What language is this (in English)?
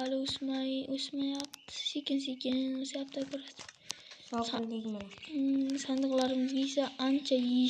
Uzbek